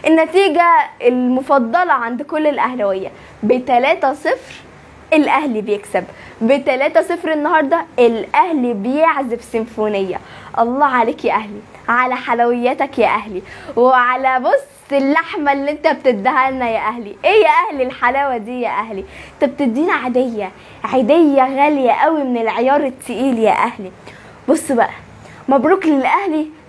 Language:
Egyptian Arabic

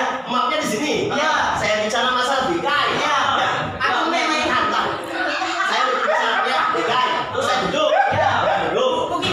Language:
Musi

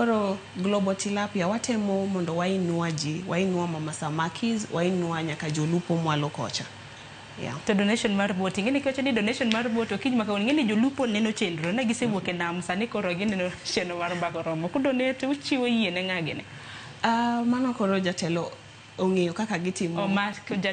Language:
Luo (Kenya and Tanzania)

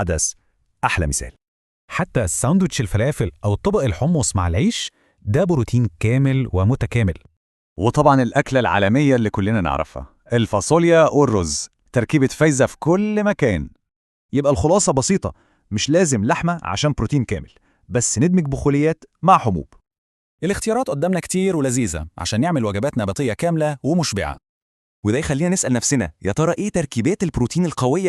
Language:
Egyptian Arabic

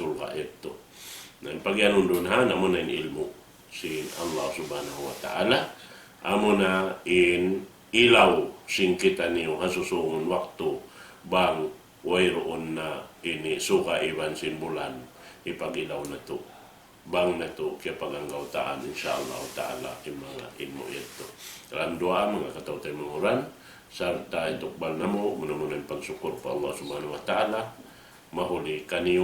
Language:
Tausug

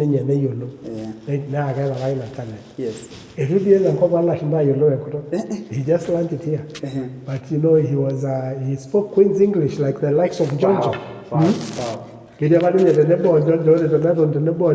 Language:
Masai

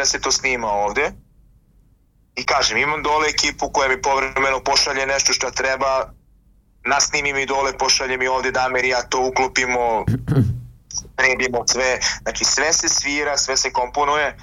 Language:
Serbian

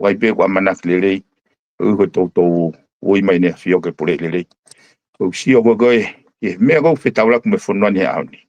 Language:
Tongan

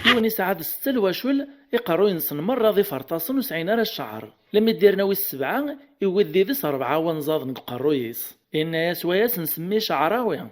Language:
Kabyle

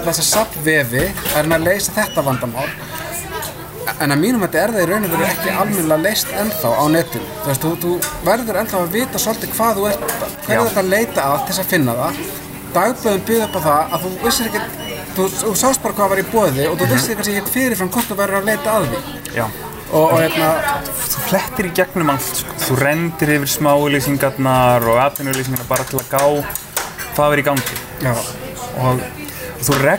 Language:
Icelandic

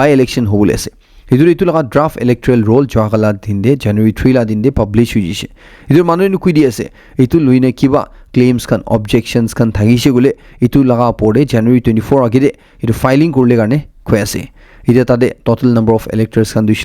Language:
Naga Pidgin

